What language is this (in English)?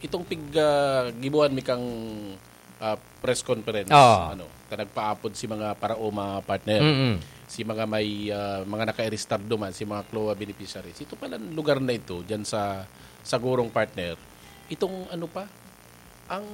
Bikol